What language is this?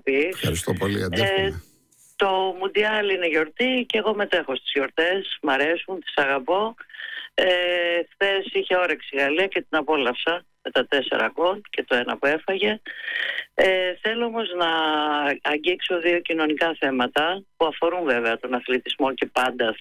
Greek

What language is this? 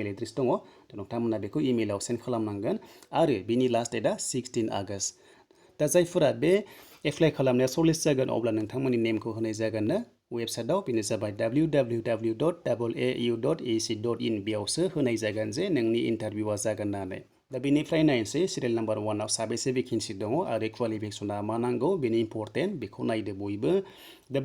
Bodo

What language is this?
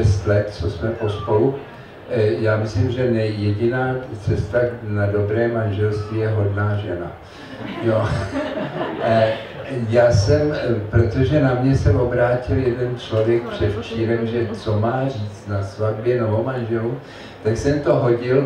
Czech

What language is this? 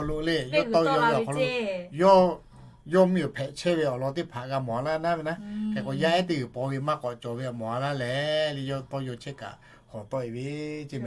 Lahu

